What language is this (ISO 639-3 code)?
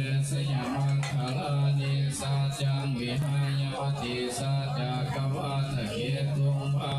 pli